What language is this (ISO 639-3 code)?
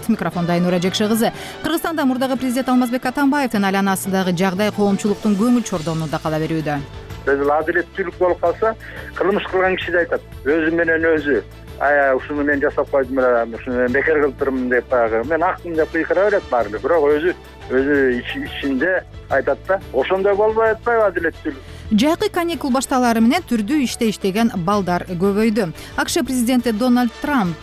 kir